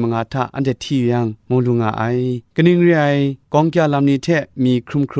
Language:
Kachin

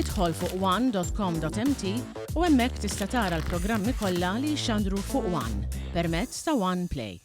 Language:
Maltese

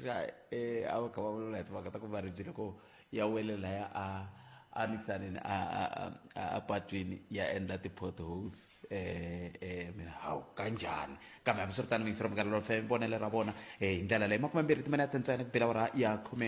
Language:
Tsonga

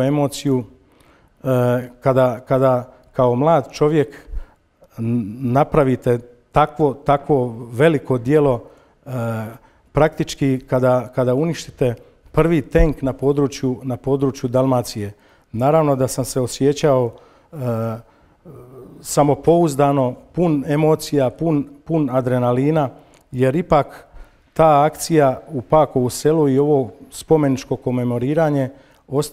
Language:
Croatian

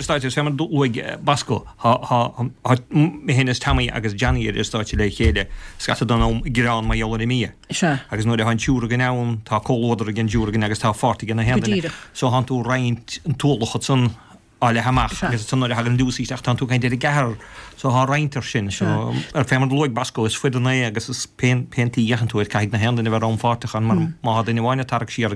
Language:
Irish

